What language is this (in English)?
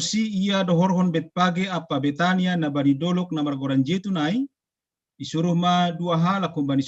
Batak Simalungun